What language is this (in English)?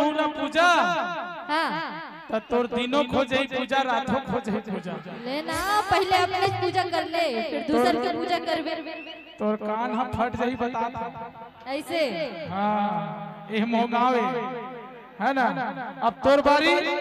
Chhattisgarhi